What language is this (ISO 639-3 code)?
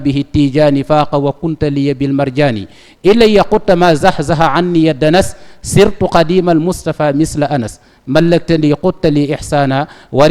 wol